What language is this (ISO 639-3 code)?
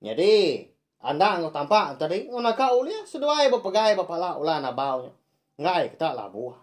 iba